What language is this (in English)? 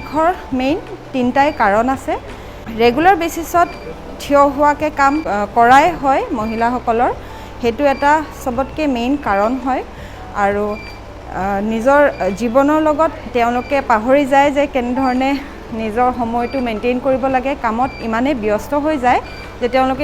Assamese